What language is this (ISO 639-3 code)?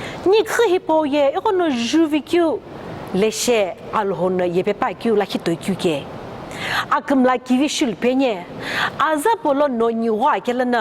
nsm